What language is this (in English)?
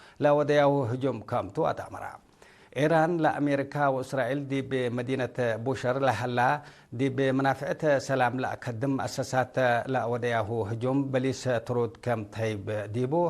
Tigre